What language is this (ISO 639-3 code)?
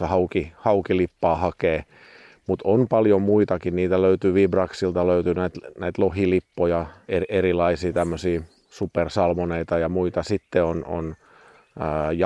fin